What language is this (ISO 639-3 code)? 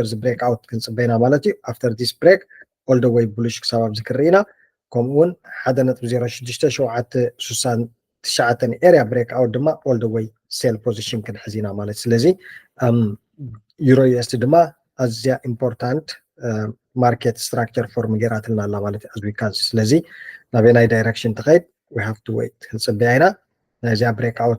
tir